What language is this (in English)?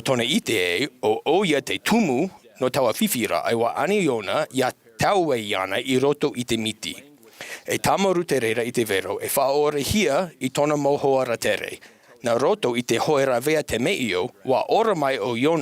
Tahitian